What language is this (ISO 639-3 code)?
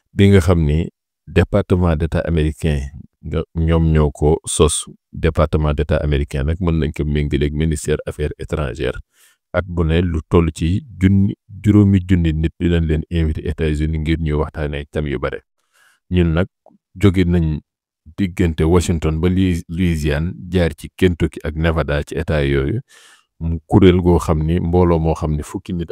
wol